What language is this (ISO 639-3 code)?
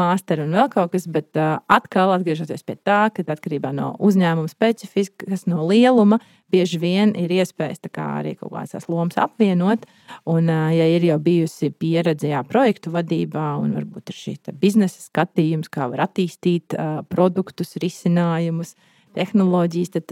lav